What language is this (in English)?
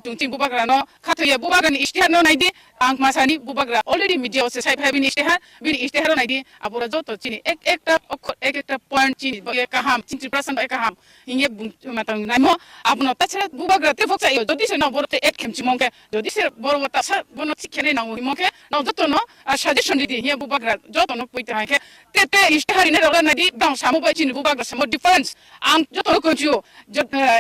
Kok Borok